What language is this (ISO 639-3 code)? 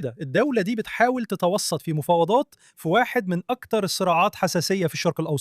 arz